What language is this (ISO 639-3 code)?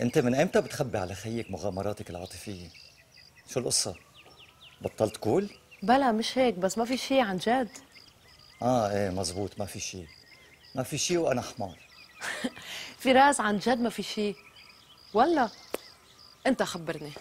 apc